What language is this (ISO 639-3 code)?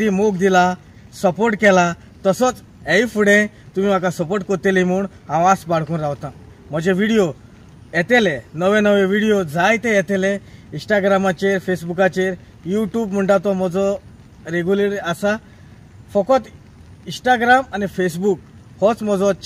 kok